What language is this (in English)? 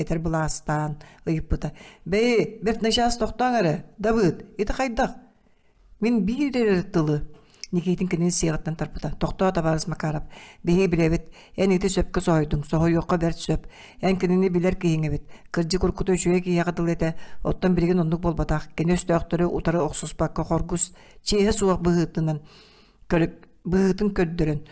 Yakut